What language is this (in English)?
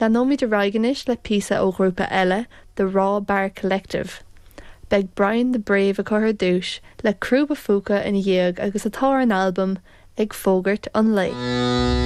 Irish